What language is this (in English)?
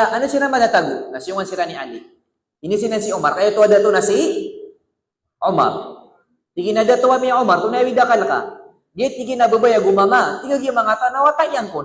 Maranao